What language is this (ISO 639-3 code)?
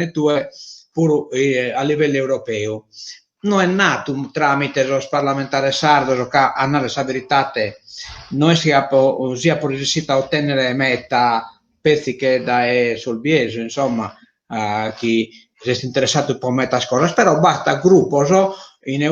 srd